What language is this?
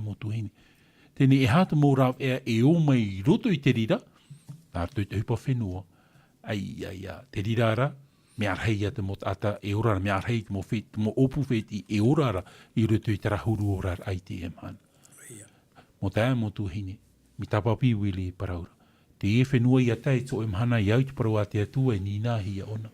Tahitian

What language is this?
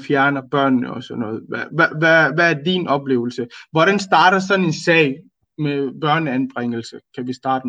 Danish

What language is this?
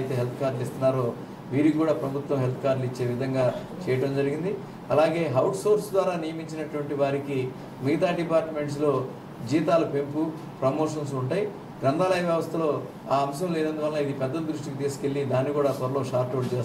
Telugu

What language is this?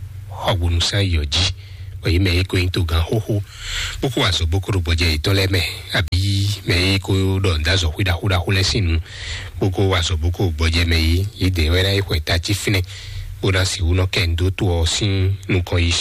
Fon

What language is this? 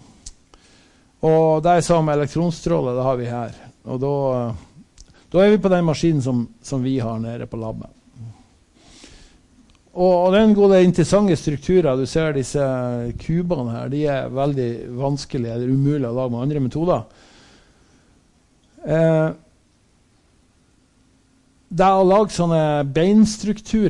Norwegian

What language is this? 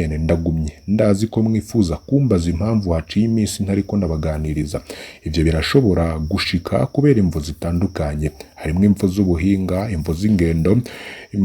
Rundi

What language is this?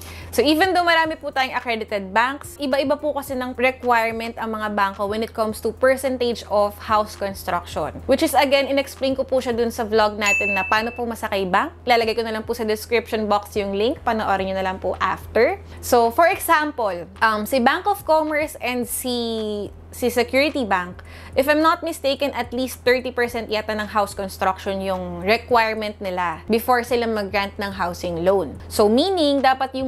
Filipino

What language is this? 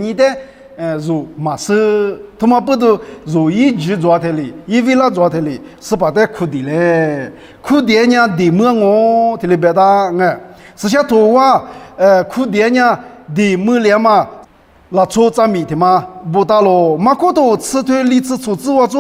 Lisu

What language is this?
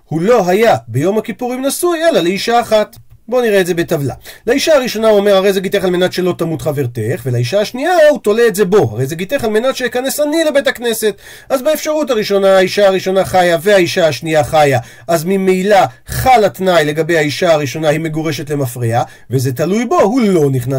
Hebrew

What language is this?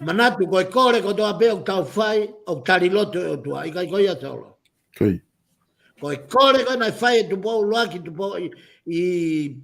Tongan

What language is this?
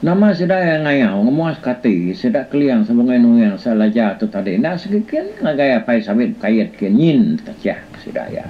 Iban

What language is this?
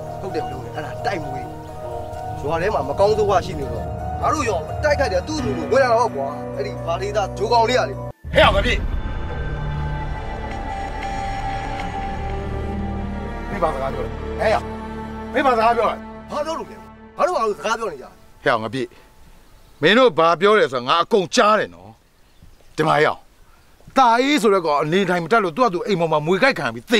Burmese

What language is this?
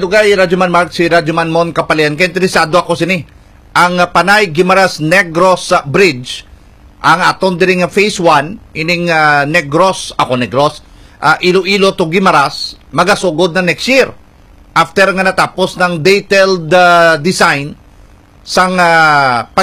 Hiligaynon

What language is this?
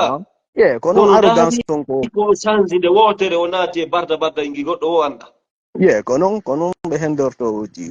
Fula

